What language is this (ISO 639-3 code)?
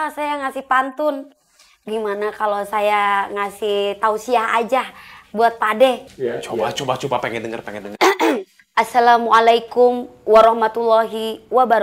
bew